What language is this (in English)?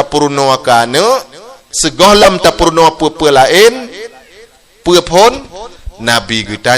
Achinese